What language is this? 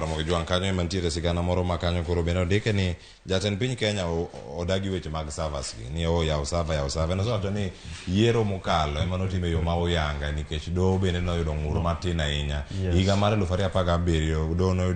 Luo (Kenya and Tanzania)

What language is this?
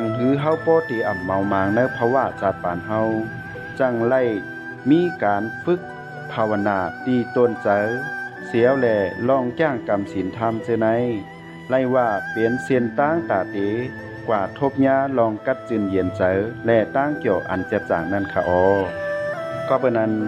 Shan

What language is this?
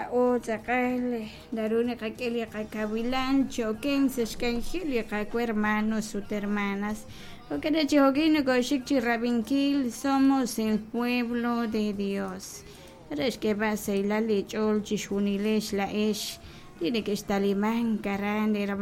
Kekchí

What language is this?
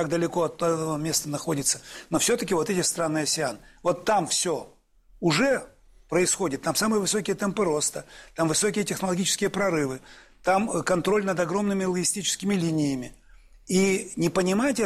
Russian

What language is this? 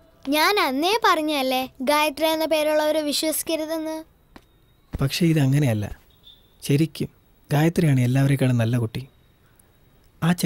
Malayalam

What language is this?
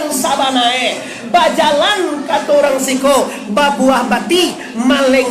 Minangkabau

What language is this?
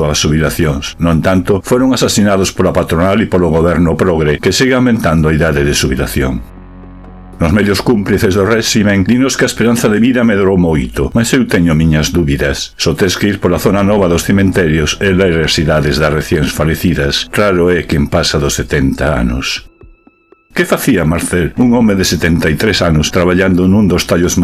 Galician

